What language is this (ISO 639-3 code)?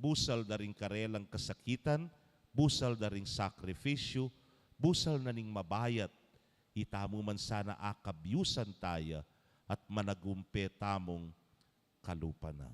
pam